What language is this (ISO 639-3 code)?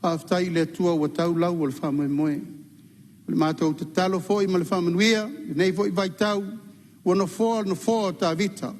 smo